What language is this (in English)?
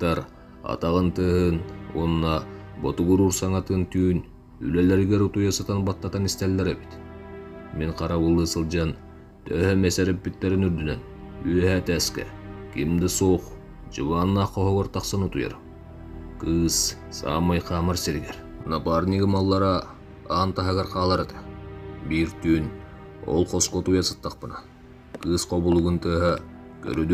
Yakut